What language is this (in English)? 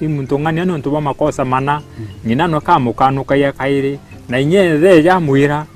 Meru